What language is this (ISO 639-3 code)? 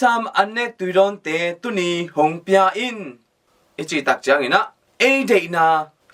ctd